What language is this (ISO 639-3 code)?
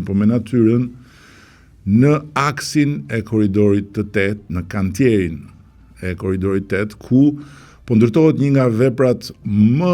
sqi